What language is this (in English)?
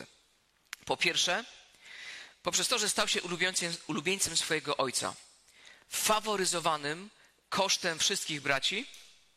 Polish